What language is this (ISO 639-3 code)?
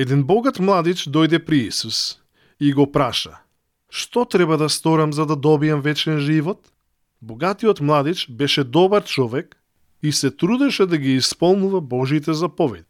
mkd